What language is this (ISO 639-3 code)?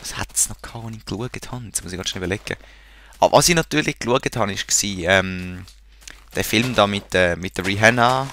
gsw